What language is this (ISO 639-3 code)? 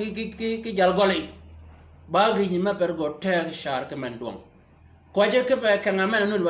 shk